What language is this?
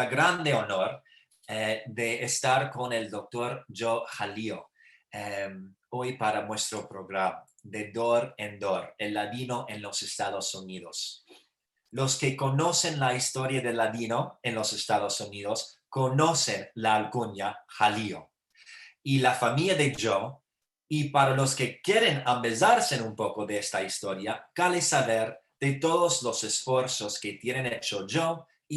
Ladino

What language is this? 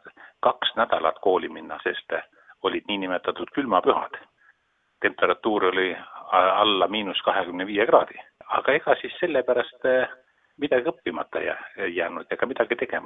Estonian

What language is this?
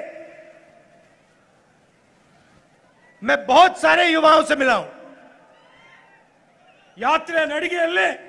Kannada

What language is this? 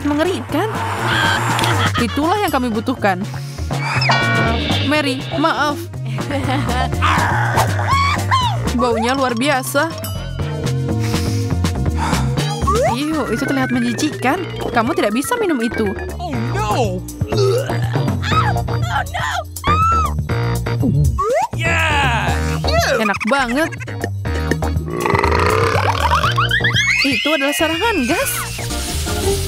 Indonesian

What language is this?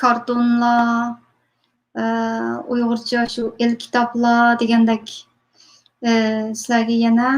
Uyghur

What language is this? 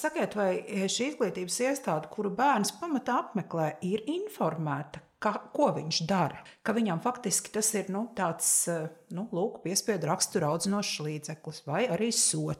Latvian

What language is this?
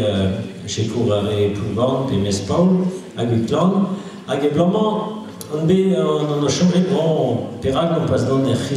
Breton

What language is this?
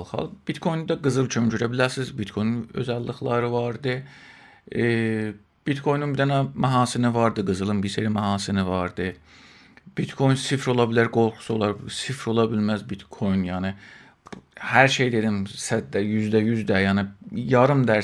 South Azerbaijani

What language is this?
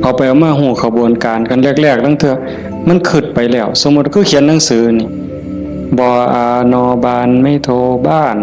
Northeastern Thai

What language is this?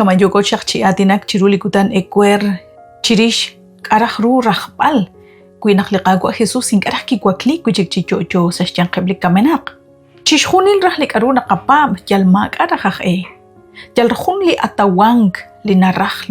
Kekchí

